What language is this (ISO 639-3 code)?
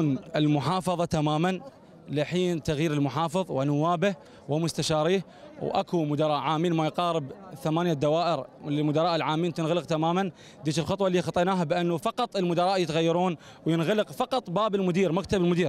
acm